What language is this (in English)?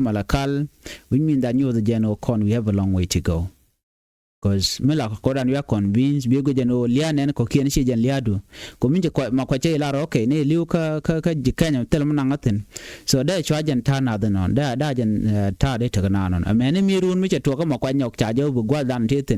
Nuer